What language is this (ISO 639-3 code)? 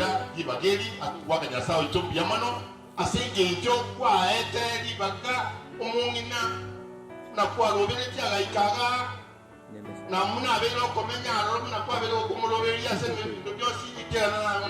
guz